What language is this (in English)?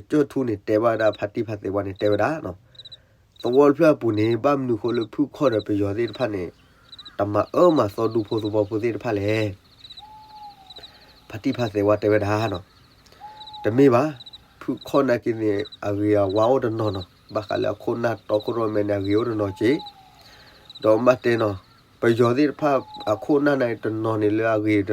S'gaw Karen